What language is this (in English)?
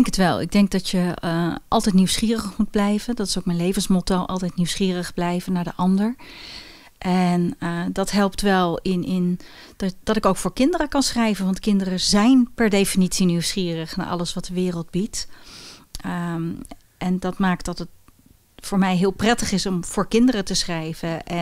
Dutch